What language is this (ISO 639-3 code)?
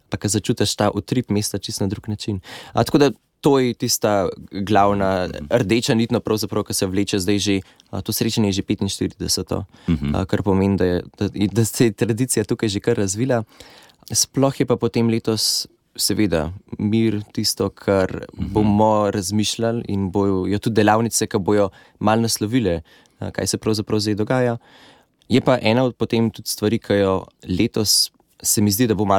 slv